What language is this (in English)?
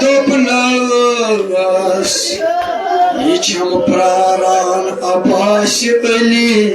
Kashmiri